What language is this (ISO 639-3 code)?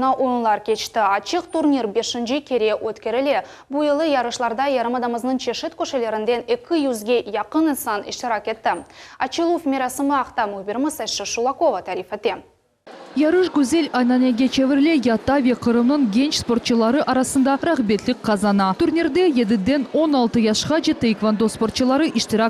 crh